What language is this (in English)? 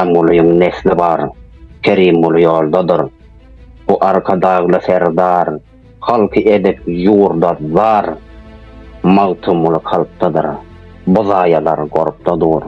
Turkmen